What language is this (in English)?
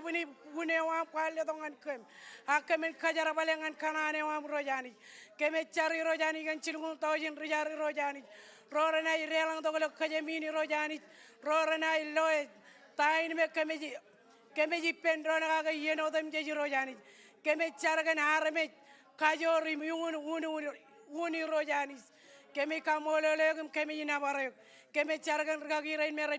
Marshallese